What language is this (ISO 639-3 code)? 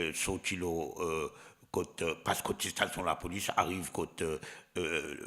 mfe